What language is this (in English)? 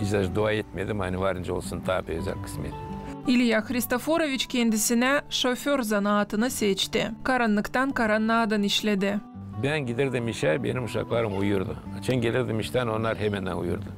Gagauz